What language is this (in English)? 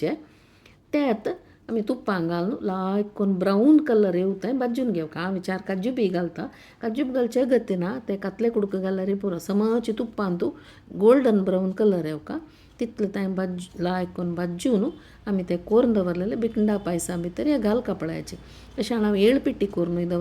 Konkani